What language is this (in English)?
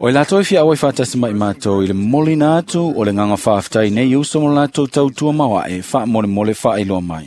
Samoan